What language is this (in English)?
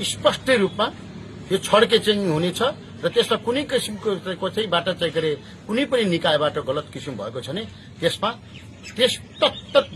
Nepali